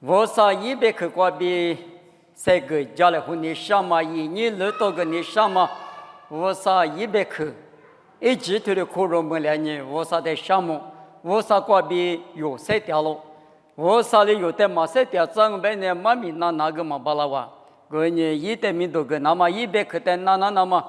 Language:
Lisu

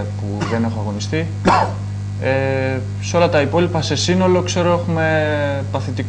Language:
Greek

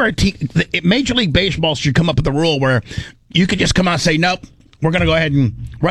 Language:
English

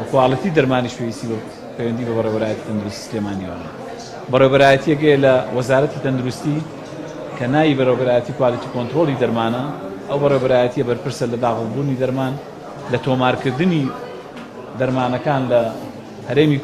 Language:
Central Kurdish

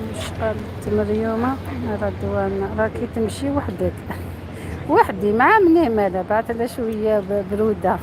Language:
Algerian Arabic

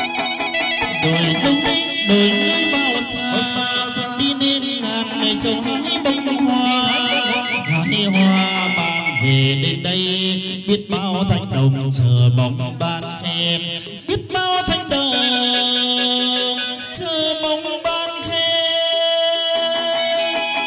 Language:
Vietnamese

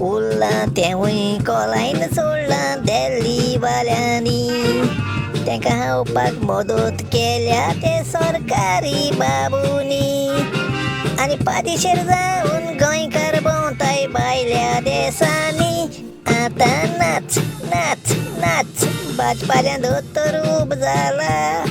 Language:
Konkani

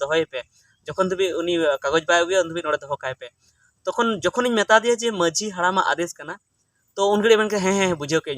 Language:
Santali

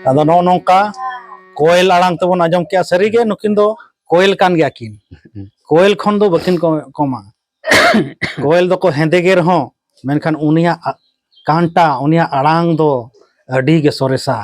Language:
Santali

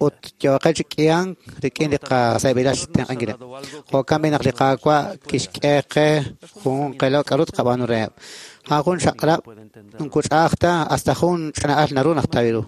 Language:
Kekchí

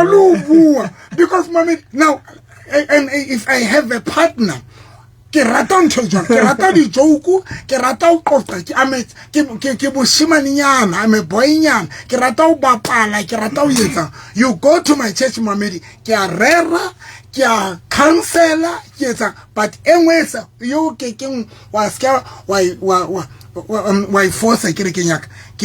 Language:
Southern Sotho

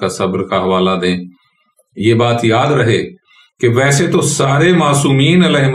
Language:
Urdu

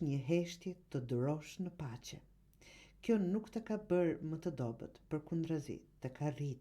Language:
Albanian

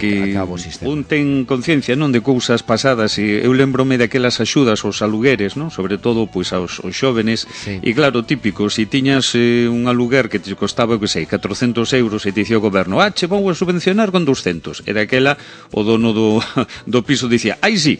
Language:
Galician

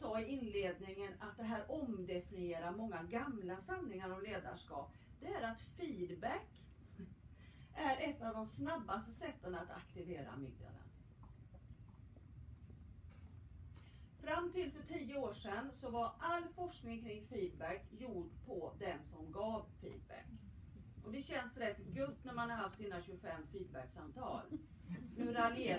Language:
Swedish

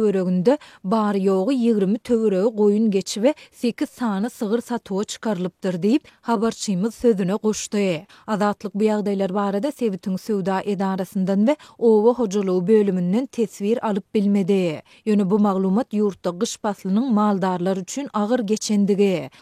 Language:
Turkmen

